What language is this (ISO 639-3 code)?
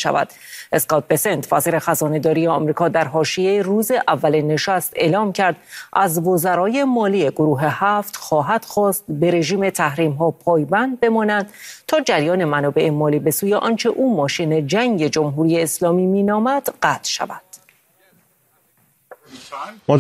fas